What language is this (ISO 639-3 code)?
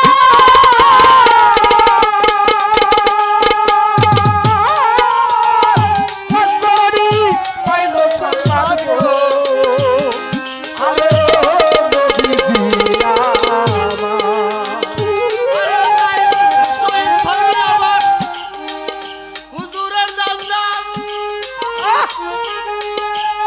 ben